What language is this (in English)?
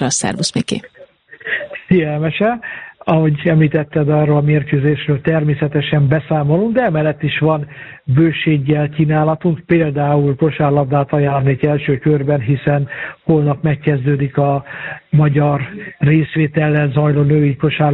Hungarian